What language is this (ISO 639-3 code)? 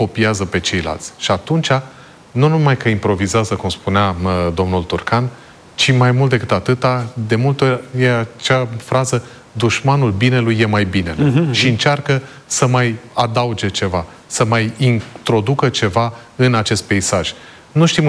ron